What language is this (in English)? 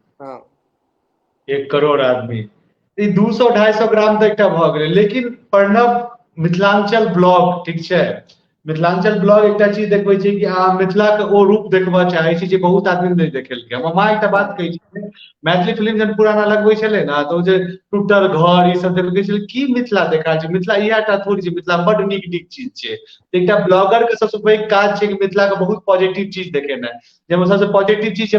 Maithili